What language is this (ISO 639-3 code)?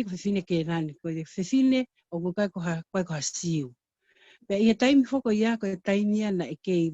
ton